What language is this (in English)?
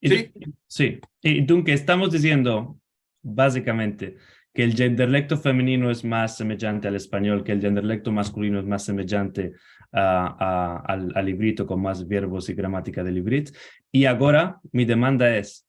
Ladino